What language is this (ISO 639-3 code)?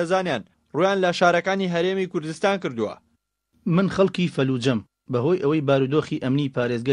ckb